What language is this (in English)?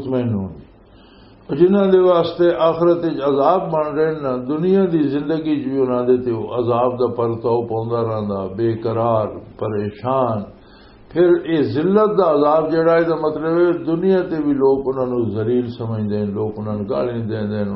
Western Panjabi